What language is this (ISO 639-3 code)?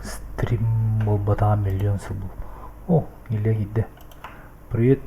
sah